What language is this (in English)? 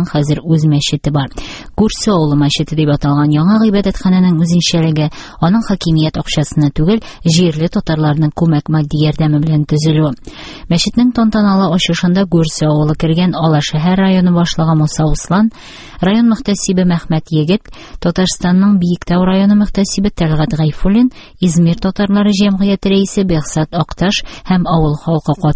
Tatar